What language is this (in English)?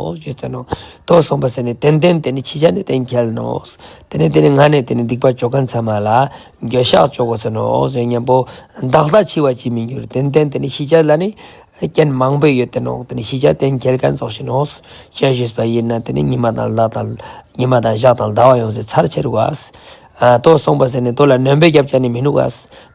Ladakhi